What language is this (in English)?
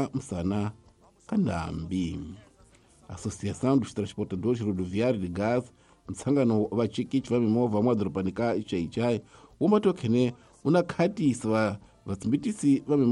Tsonga